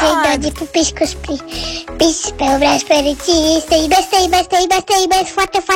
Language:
Romanian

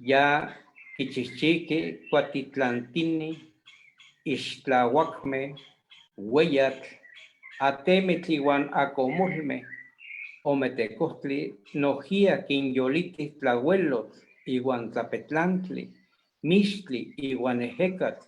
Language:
Eastern Huasteca Nahuatl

